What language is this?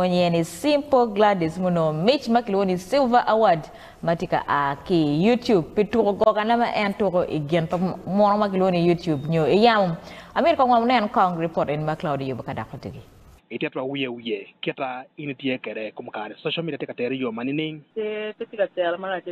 Acoli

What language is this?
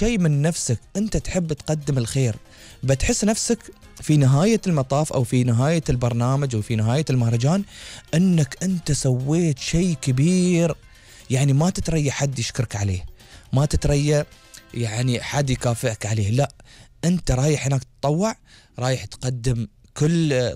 Gulf Arabic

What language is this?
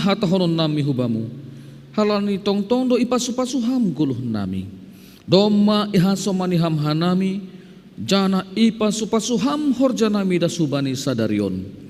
Batak Simalungun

